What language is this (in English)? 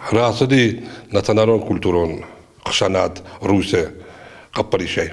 Ossetic